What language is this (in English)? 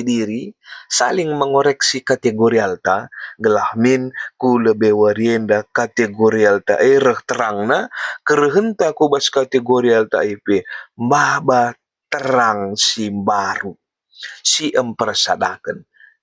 Batak Karo